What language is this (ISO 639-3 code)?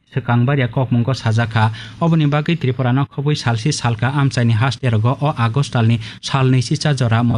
trp